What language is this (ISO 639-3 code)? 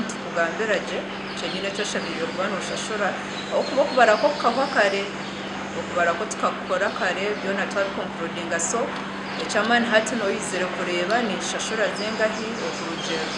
nyn